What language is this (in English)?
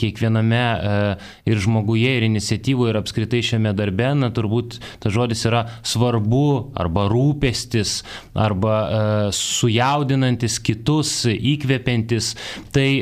Lithuanian